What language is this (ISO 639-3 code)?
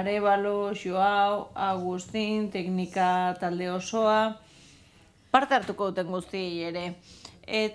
eus